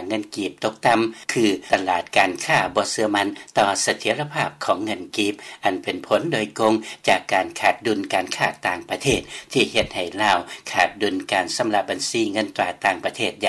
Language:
Lao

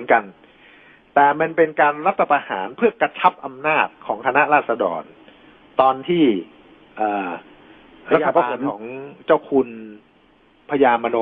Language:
Thai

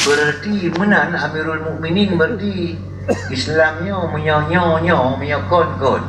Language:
Achinese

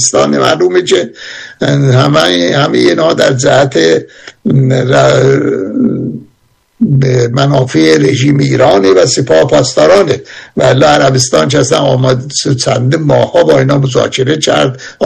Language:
Persian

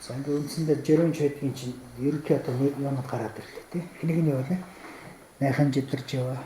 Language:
Mongolian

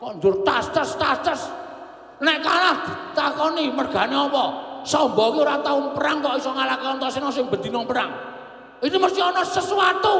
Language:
Javanese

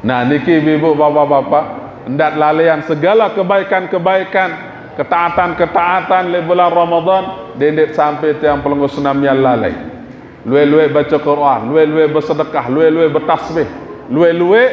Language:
Sasak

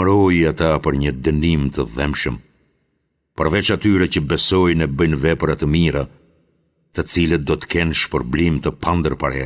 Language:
Albanian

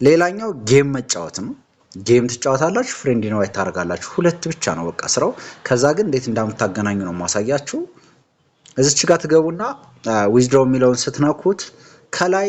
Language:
Amharic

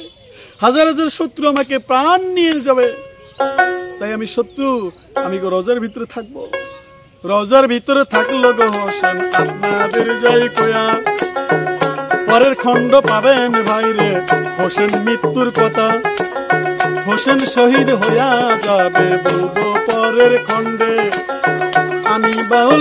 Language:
Bangla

